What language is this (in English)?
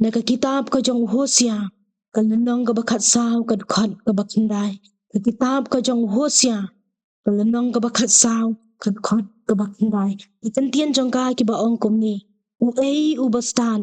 Khasi